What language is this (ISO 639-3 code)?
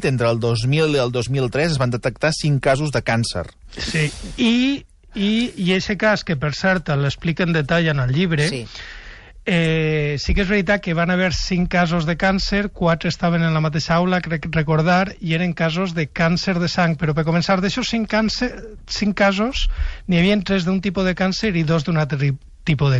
cat